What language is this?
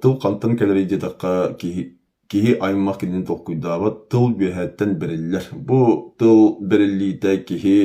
Yakut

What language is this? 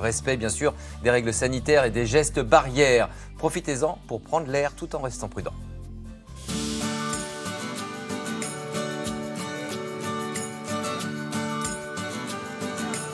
French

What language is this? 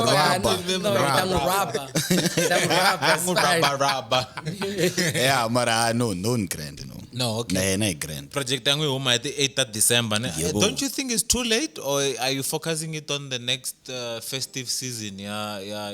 Tsonga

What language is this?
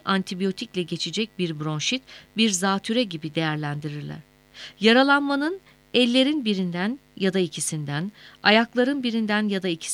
Turkish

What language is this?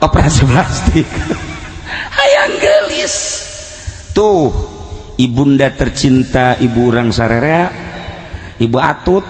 Sundanese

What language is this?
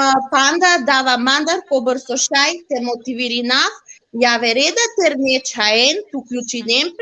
Balkan Romani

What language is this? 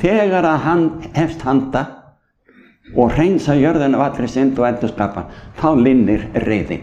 Icelandic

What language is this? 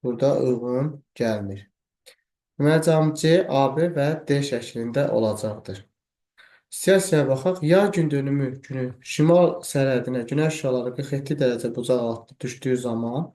Azerbaijani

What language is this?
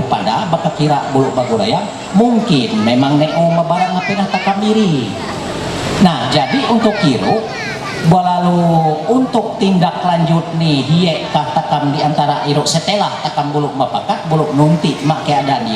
Ma'anyan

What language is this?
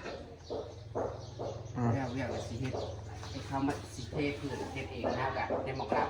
Northeastern Thai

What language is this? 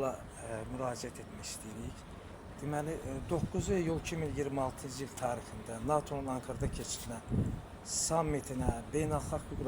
Azerbaijani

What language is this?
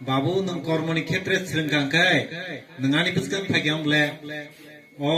Kok Borok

